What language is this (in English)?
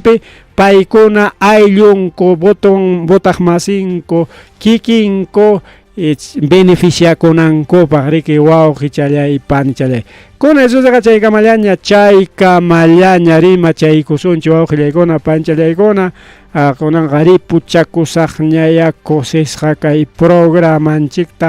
Ayacucho Quechua